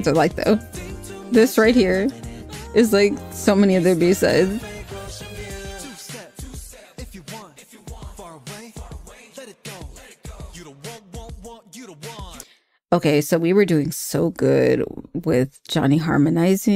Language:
English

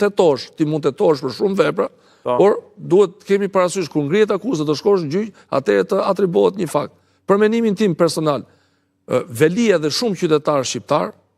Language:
Albanian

